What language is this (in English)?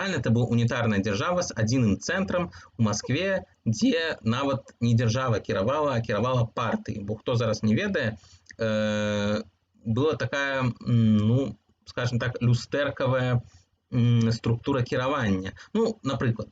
Belarusian